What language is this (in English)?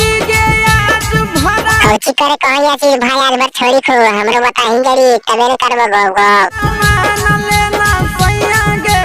Magahi